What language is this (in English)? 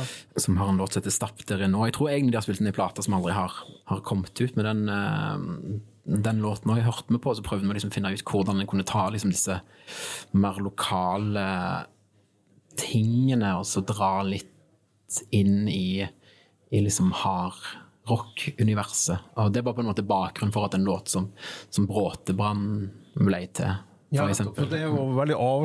Norwegian